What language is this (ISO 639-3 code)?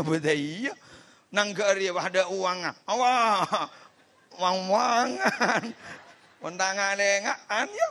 mad